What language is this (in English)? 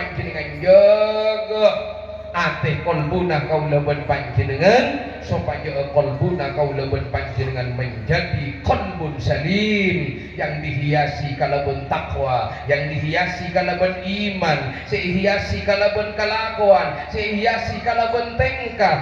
Madurese